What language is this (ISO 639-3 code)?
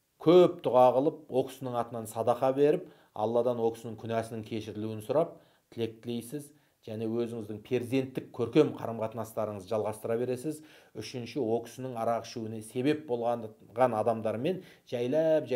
kaz